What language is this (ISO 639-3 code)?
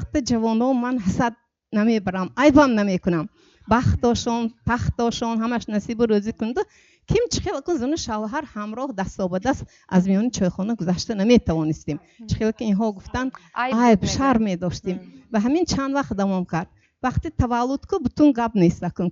tgk